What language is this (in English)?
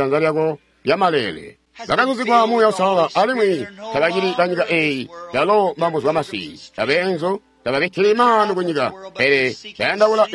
Tonga (Zambia)